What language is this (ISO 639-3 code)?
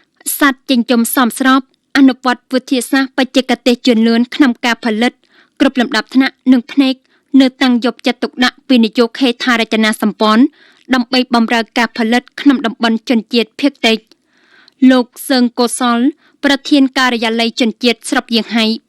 khm